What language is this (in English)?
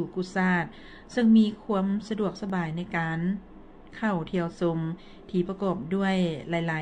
Lao